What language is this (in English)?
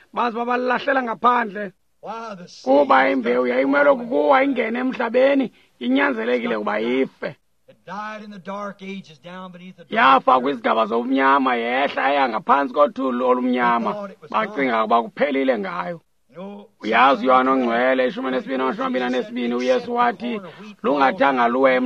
Xhosa